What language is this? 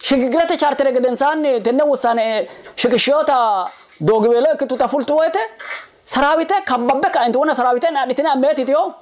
Sidamo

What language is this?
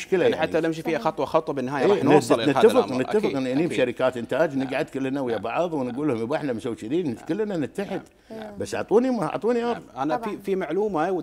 Gulf Arabic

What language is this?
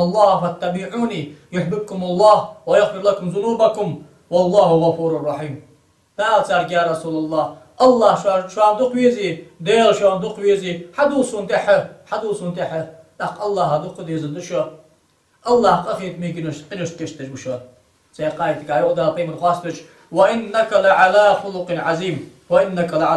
Ingush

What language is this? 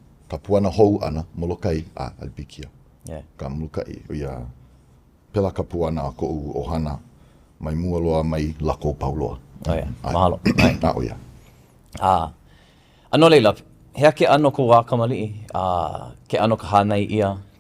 Hawaiian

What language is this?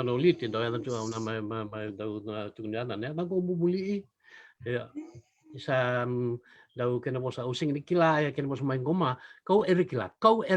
Fijian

